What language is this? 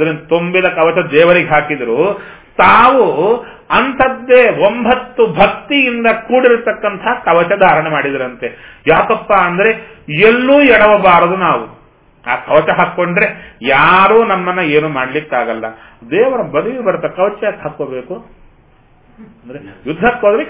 Kannada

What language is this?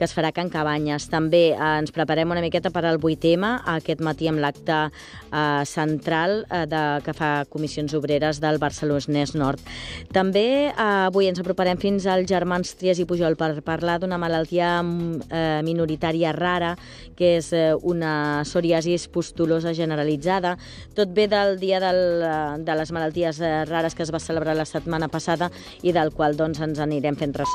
Catalan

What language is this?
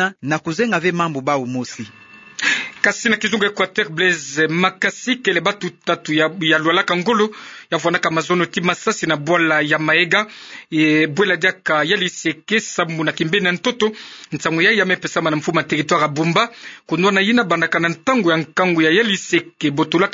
Kituba (Democratic Republic of Congo)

